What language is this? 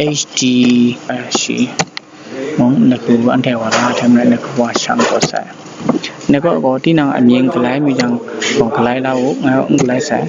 Kachin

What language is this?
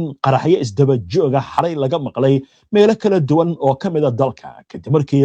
Somali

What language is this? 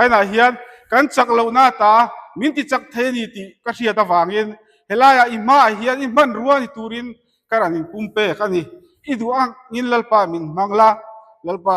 Mizo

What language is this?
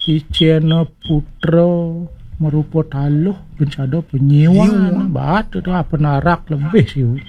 Balinese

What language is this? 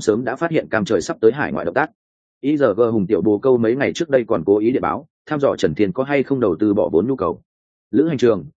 Vietnamese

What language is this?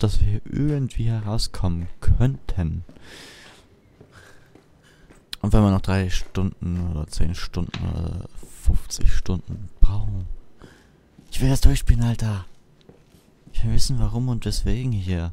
German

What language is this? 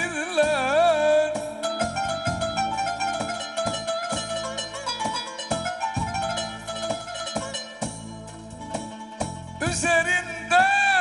Turkish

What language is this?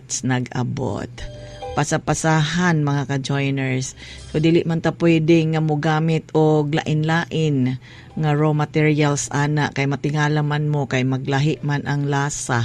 Cebuano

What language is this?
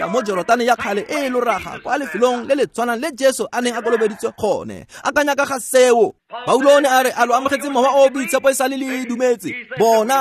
Tswana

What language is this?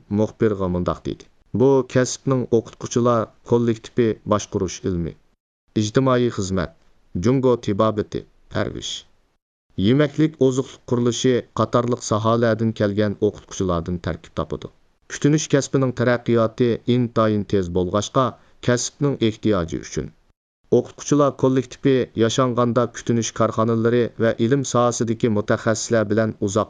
Uyghur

